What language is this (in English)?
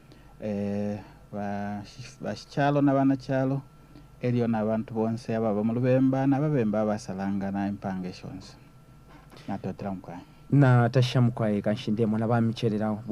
Bemba